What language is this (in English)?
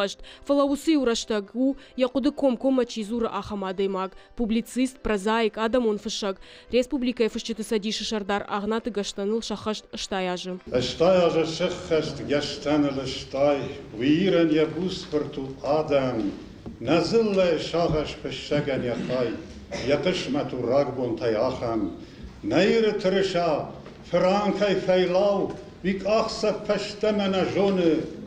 Ossetic